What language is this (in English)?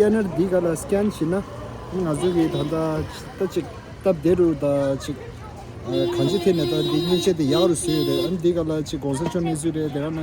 Tibetan